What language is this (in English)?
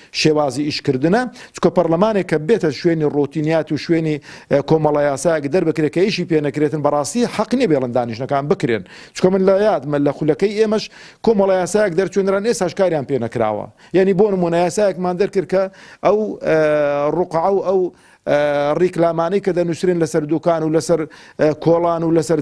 Central Kurdish